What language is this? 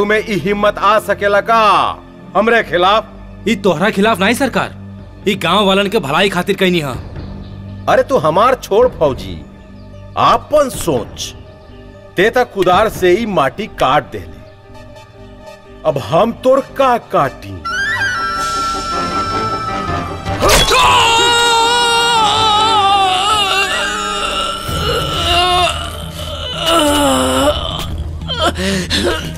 Bhojpuri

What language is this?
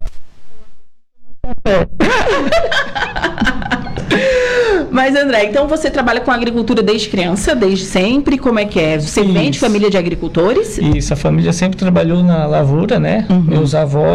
Portuguese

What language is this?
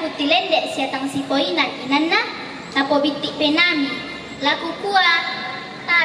Toraja-Sa'dan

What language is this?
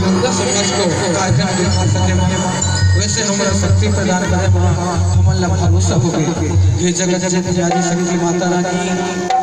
Chhattisgarhi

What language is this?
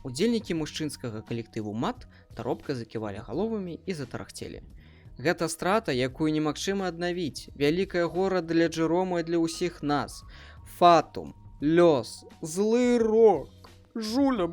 Belarusian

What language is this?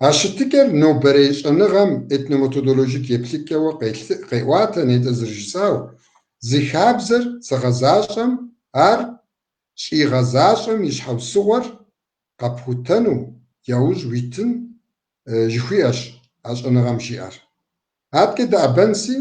Kabardian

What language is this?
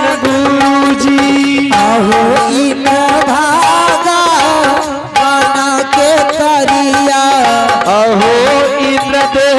Angika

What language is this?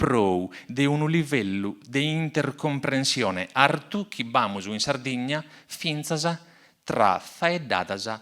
Sardinian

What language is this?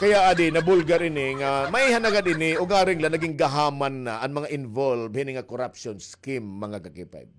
Waray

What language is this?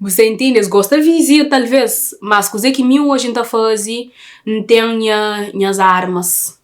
Kabuverdianu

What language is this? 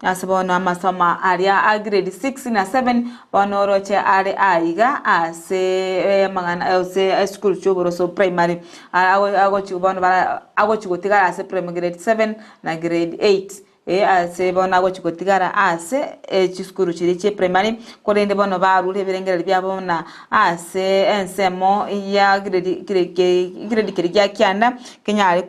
Gusii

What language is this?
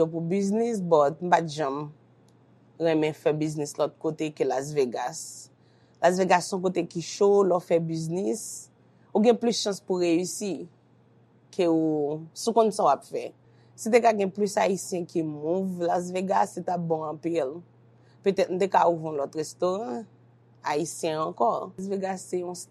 Haitian Creole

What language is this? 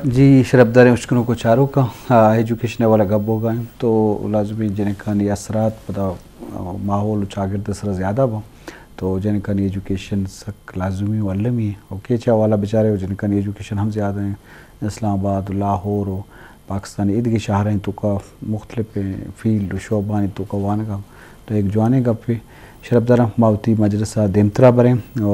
Eastern Balochi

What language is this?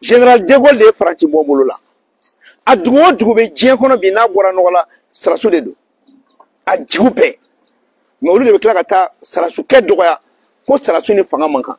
Bambara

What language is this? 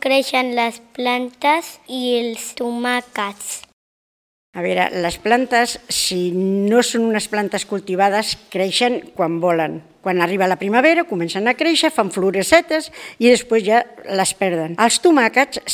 Catalan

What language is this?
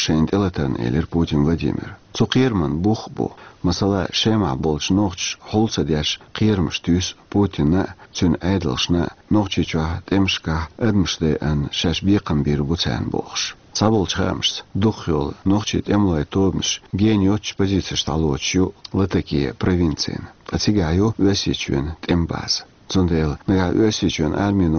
Chechen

